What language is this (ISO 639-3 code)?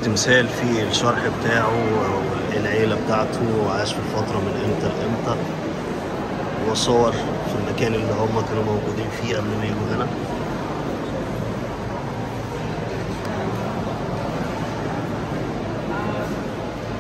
arz